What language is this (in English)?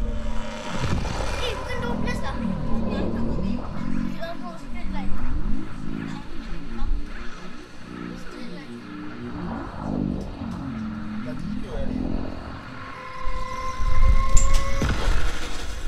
Malay